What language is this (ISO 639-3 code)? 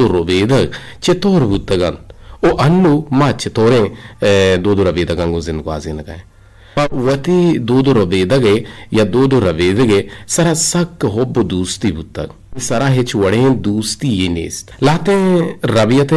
bgp